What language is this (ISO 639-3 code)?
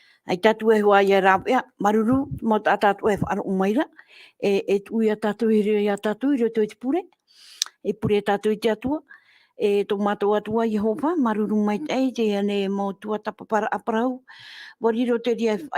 tah